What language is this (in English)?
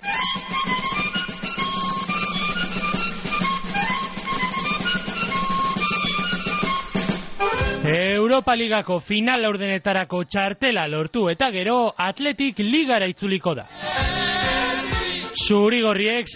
Basque